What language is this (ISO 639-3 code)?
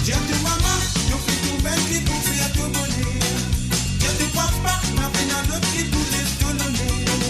mfe